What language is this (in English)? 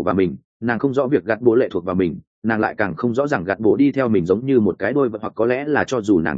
Vietnamese